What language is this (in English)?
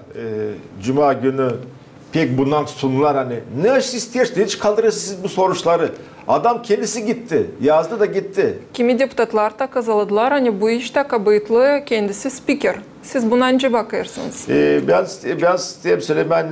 Gagauz